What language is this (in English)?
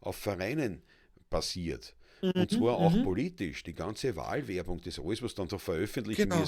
Bavarian